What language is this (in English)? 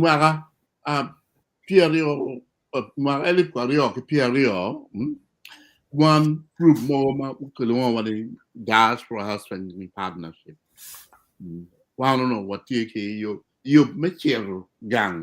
Acoli